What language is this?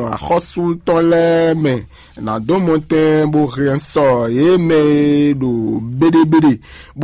Fon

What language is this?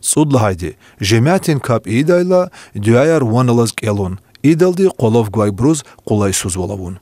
Lezghian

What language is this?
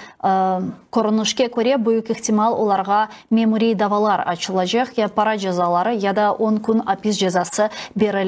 Crimean Tatar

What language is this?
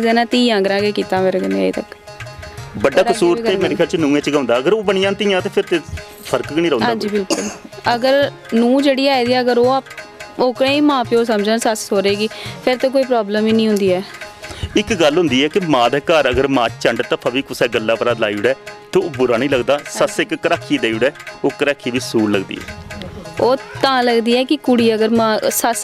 Dogri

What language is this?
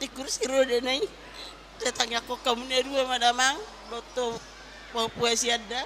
Batak Toba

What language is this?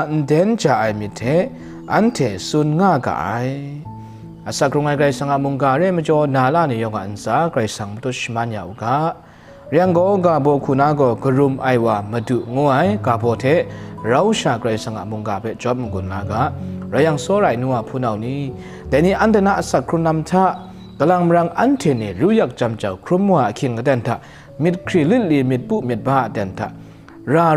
Kachin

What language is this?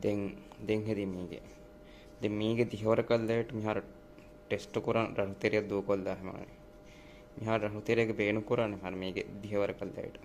Divehi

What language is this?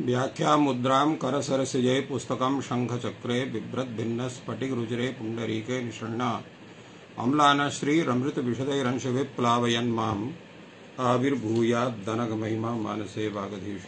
Sanskrit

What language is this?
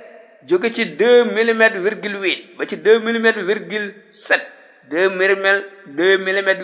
Wolof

